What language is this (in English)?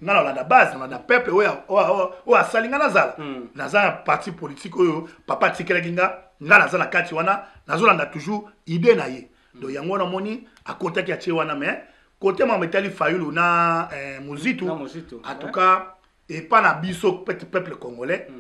Lingala